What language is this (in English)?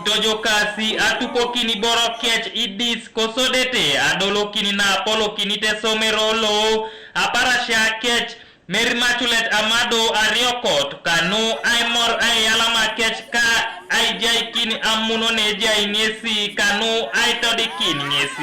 Teso